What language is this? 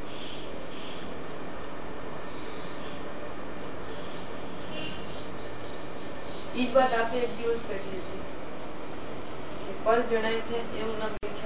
Gujarati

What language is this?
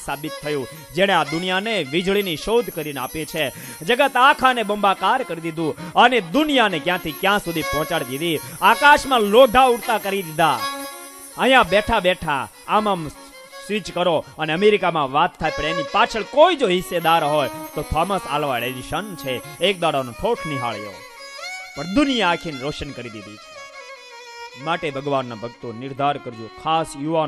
Gujarati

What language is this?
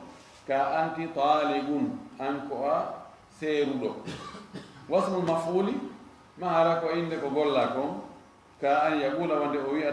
Fula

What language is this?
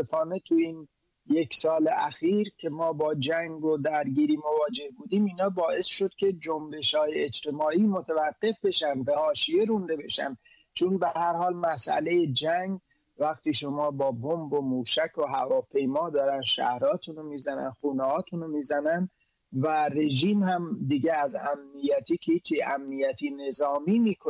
Persian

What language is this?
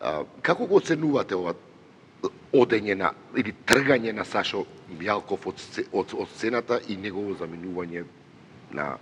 Macedonian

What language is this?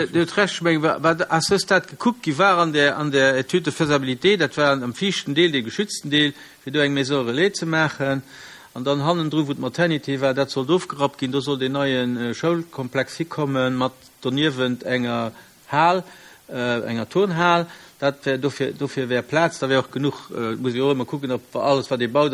Luxembourgish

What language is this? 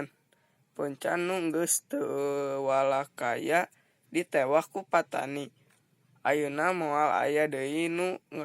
Sundanese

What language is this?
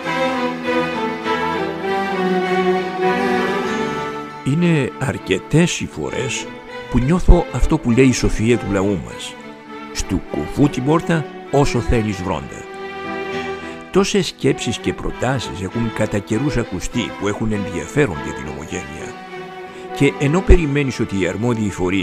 Greek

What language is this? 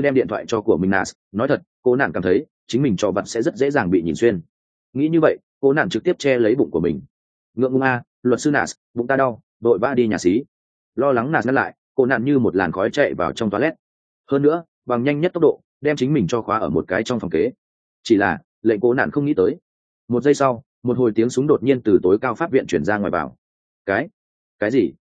Vietnamese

